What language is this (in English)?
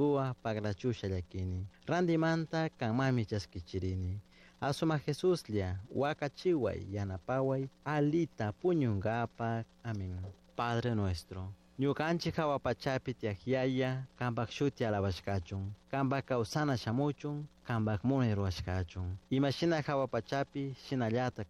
Chimborazo Highland Quichua